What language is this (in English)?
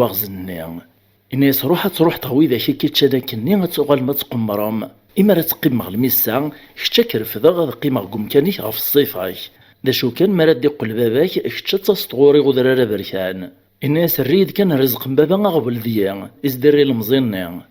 Kabyle